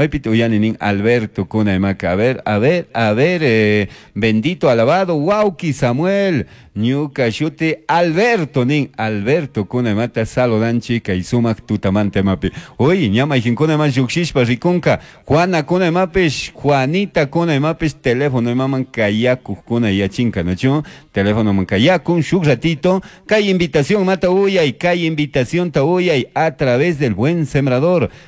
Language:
Chimborazo Highland Quichua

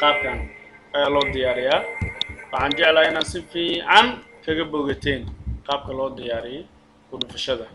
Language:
Somali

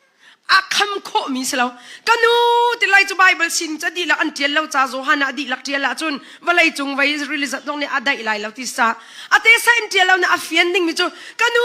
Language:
Hakha Chin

